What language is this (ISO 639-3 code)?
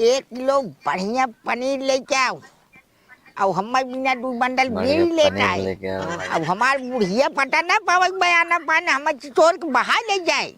bho